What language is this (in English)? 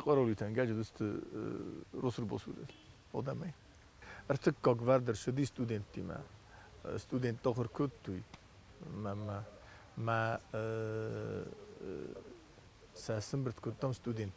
Ossetic